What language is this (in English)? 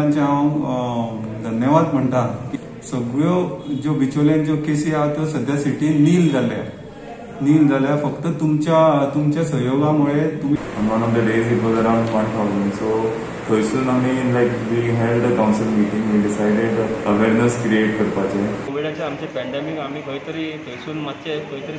Konkani